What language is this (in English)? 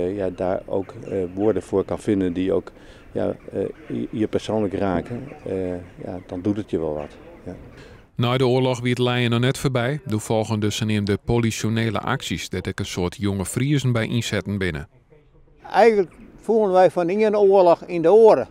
Western Frisian